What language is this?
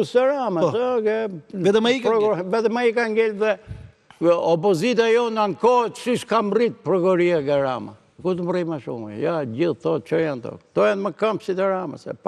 Albanian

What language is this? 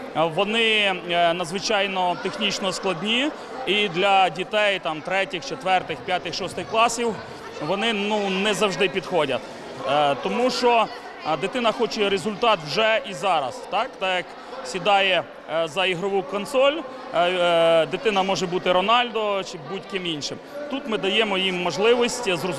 Ukrainian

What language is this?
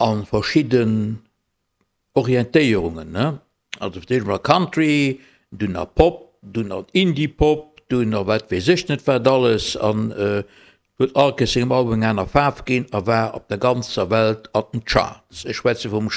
Luxembourgish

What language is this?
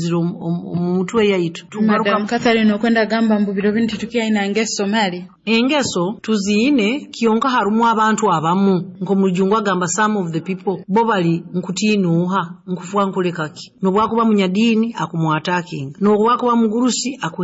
Nyoro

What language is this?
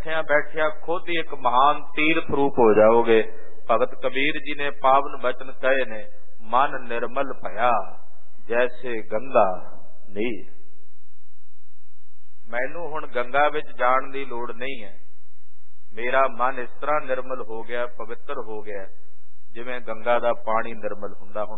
Punjabi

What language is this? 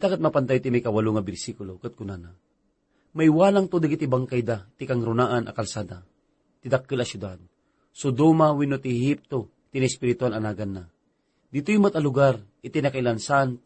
Iloko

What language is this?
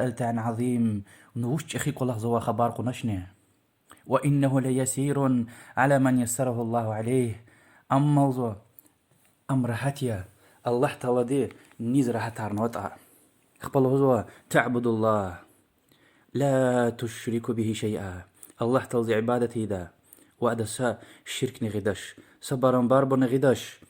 Lezghian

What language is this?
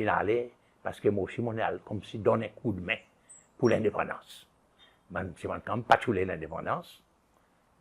Seselwa Creole French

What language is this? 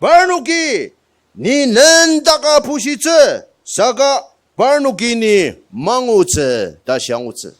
Ao Naga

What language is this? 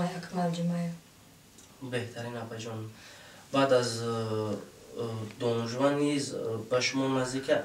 Tajik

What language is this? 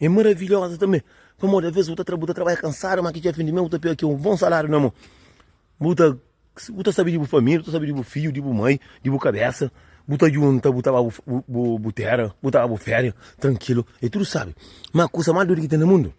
Kabuverdianu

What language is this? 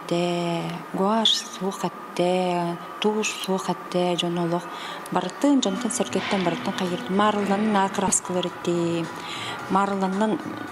Yakut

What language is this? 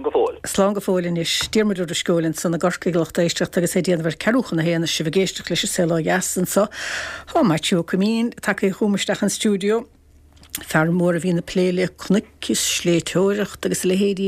Irish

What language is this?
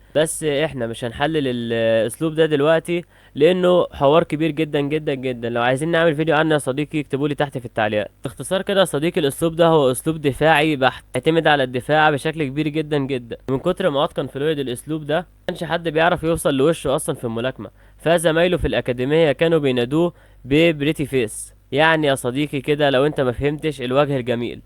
Egyptian Arabic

